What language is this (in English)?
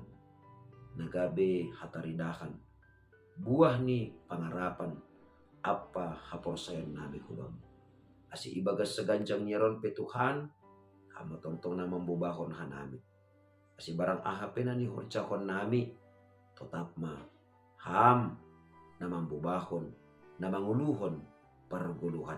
Batak Simalungun